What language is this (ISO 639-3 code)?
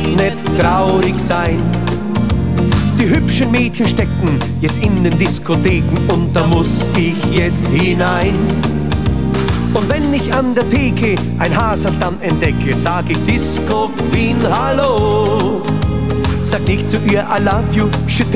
deu